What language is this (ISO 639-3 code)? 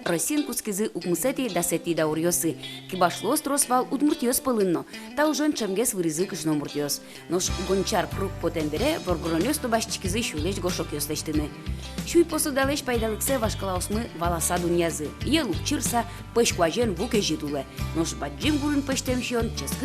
udm